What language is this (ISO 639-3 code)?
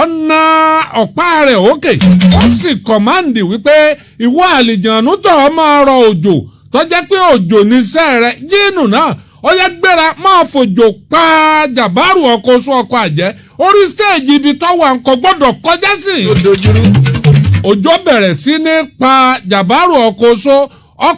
yor